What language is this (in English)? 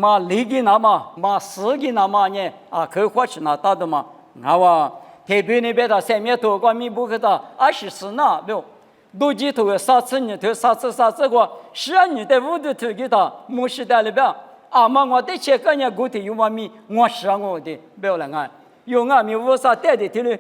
Lisu